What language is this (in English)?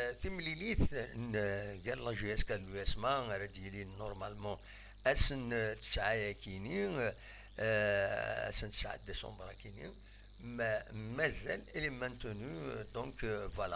Kabyle